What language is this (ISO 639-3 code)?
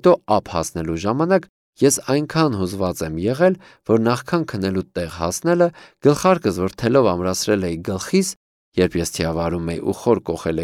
hye